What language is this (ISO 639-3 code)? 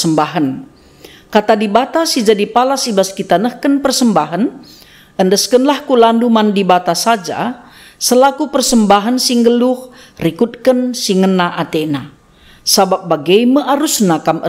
btx